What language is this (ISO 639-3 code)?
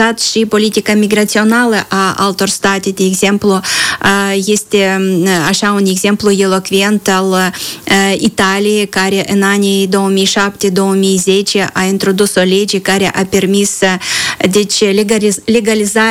ron